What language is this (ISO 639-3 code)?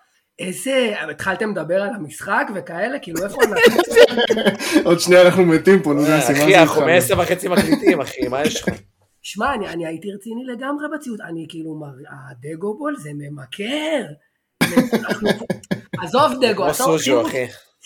heb